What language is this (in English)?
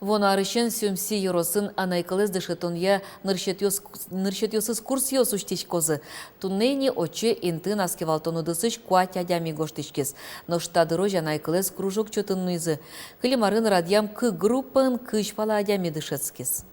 Udmurt